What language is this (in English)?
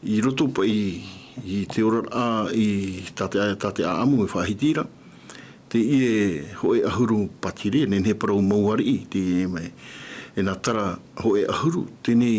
Tahitian